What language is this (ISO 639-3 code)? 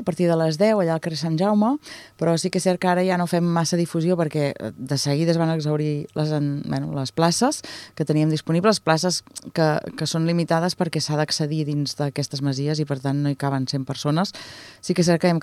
cat